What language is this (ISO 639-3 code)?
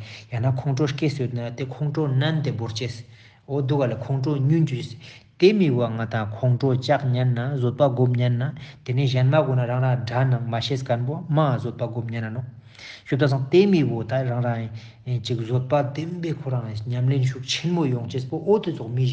lbj